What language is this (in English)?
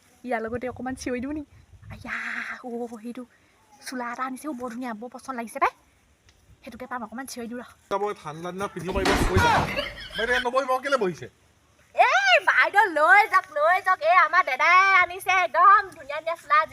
Assamese